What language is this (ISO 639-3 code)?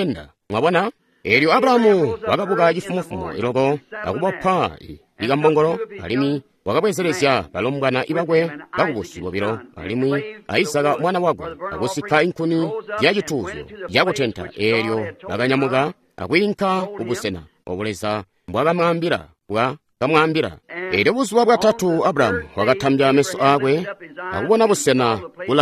toi